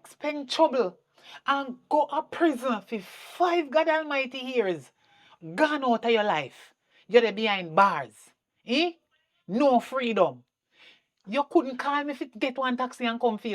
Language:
Jamaican Creole English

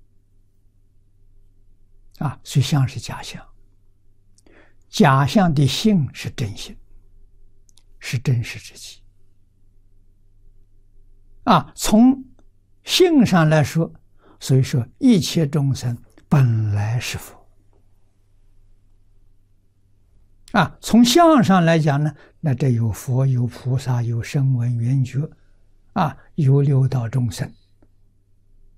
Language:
Chinese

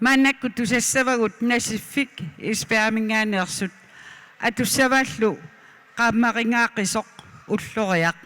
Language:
Kalaallisut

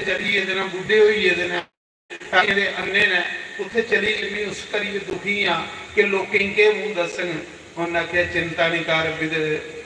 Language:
Dogri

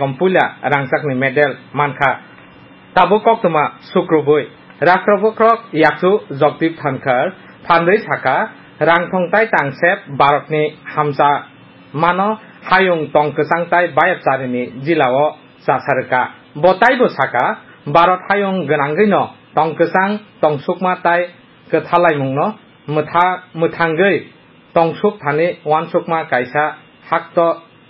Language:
Kok Borok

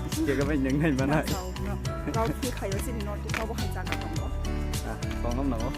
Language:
Kok Borok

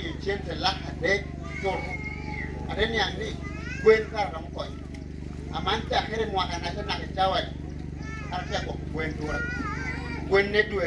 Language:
Lango (Uganda)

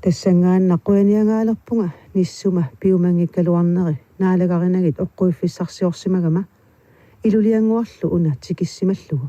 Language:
Kalaallisut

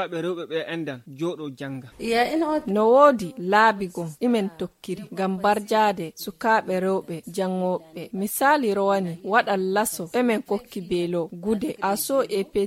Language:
Nigerian Fulfulde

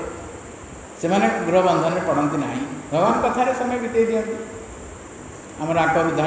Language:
Odia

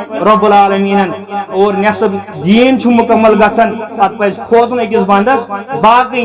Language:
Kashmiri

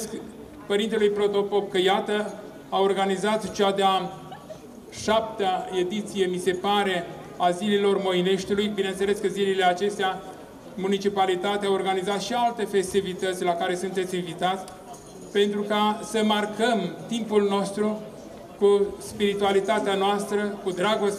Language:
Romanian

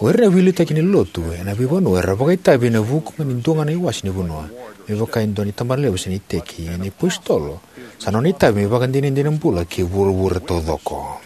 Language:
Fijian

